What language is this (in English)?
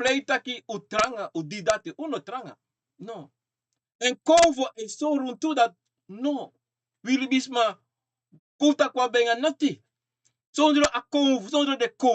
Sranan Tongo